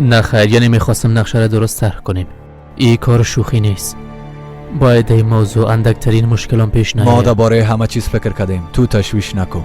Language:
Persian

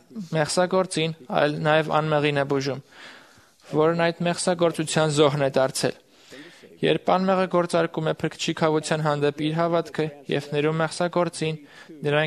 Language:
Armenian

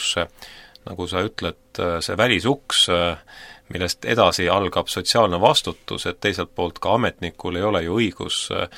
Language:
Estonian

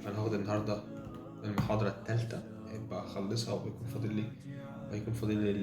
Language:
Egyptian Arabic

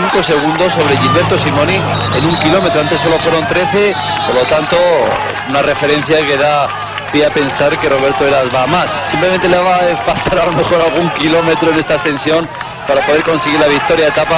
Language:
Spanish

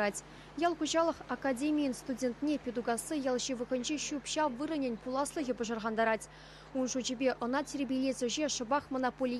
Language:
Chuvash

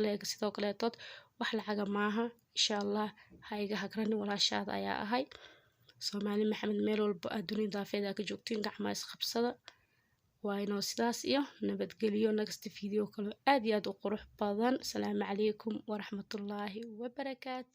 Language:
Somali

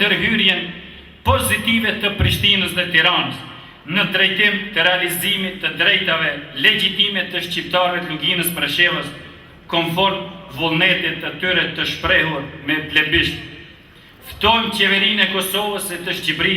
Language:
Albanian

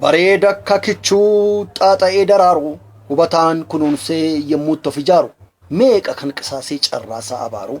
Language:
Oromo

